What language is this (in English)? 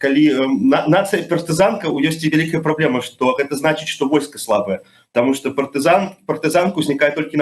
Belarusian